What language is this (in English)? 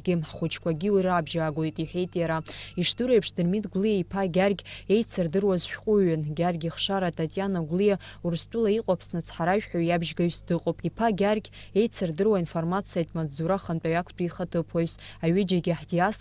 Abkhazian